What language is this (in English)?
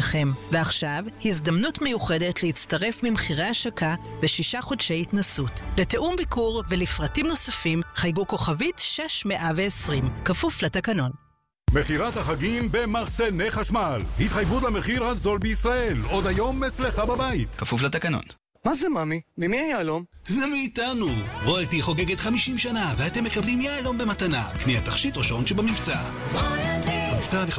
Hebrew